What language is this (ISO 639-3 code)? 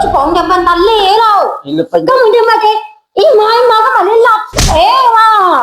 hmn